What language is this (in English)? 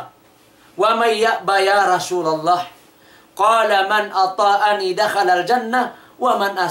Tausug